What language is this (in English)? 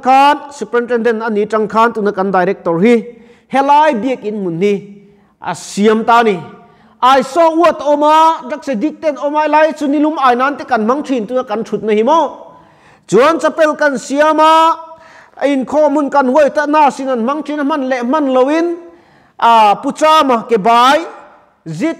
Mizo